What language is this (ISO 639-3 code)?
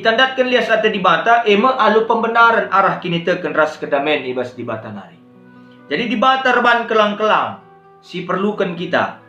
btx